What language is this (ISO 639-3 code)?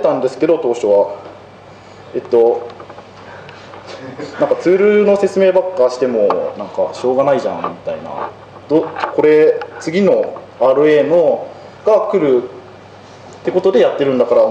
jpn